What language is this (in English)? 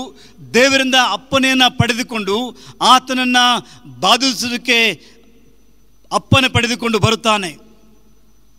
Kannada